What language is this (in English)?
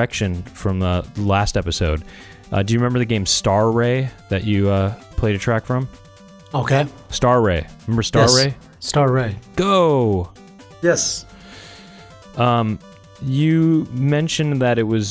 English